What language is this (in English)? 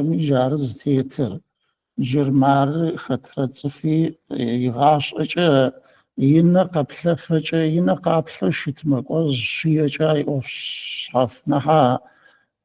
Adyghe